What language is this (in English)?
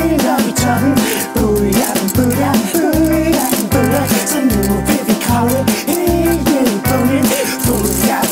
Danish